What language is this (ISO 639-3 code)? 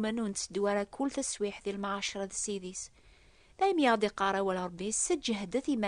kab